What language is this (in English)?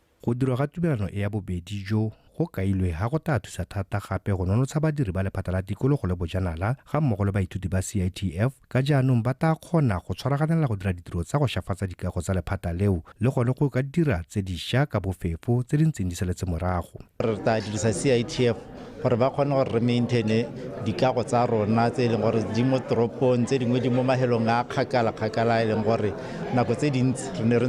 Tswana